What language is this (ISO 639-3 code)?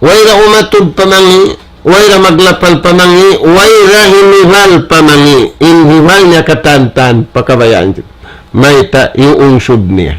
tsg